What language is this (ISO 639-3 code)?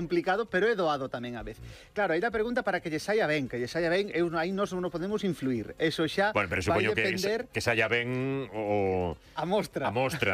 glg